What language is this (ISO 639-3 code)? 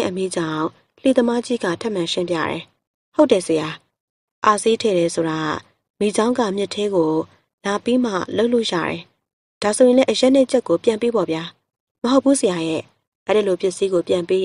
mya